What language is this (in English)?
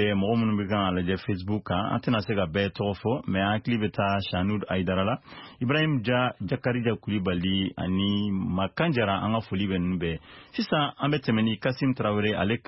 Bambara